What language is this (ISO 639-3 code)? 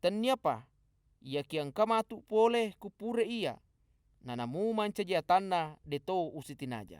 bug